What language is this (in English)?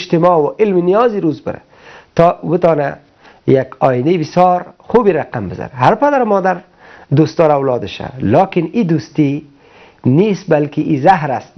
Persian